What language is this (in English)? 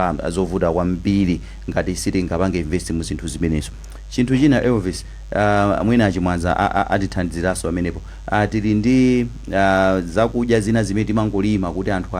Nyanja